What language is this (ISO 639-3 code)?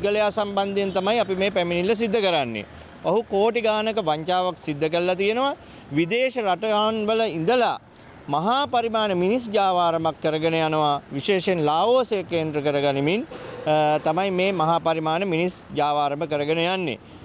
sin